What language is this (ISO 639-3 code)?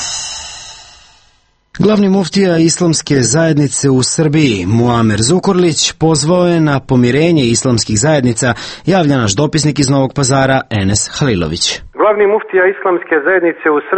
srp